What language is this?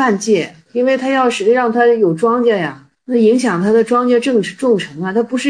Chinese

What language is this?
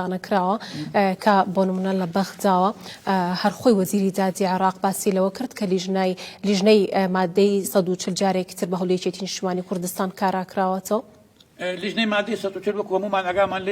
Central Kurdish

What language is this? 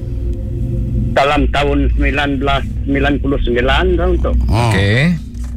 Malay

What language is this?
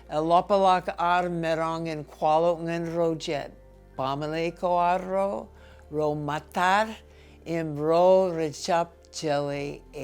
Marshallese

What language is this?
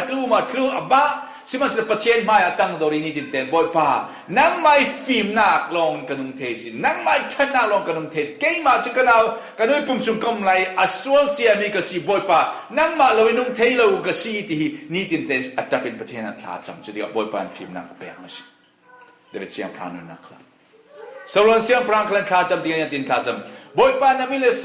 Falam Chin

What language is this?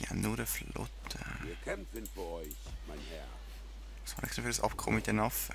Swiss German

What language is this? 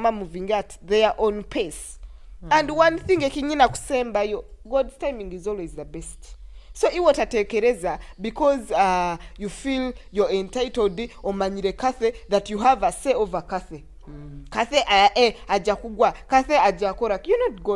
Nyoro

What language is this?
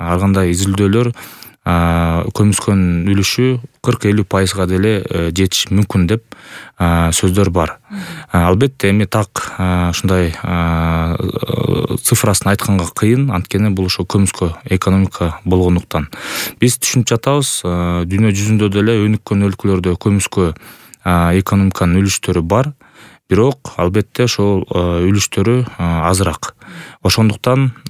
Kyrgyz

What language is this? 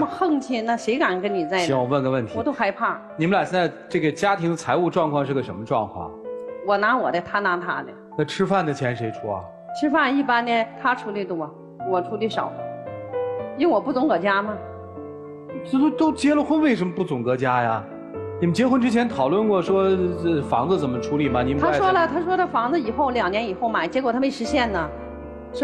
Chinese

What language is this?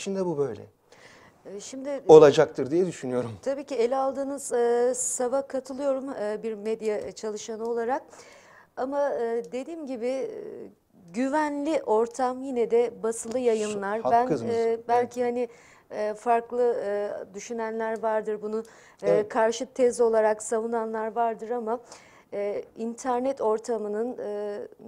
Turkish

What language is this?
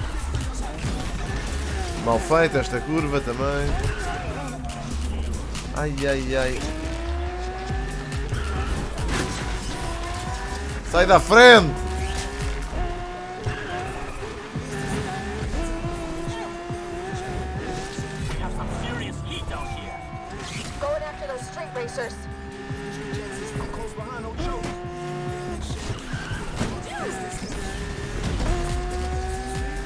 Portuguese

